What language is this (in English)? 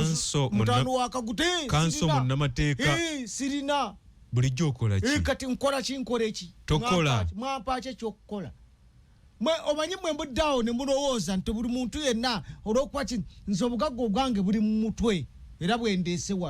Ganda